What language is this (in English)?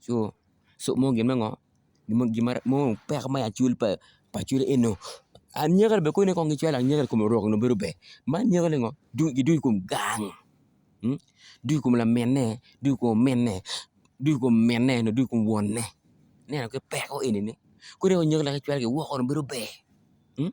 Acoli